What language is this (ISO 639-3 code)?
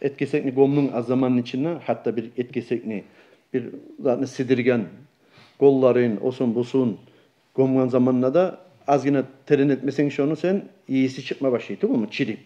kum